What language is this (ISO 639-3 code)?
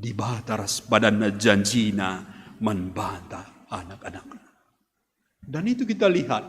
btx